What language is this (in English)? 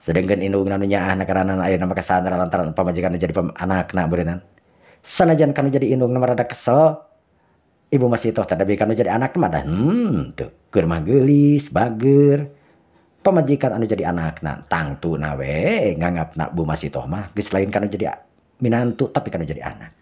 Sundanese